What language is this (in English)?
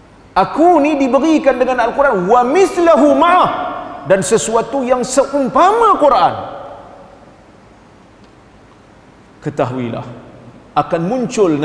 Malay